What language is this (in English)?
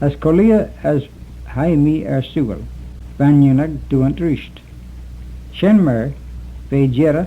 Manx